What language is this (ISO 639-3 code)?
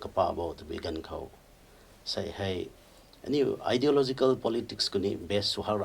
nbu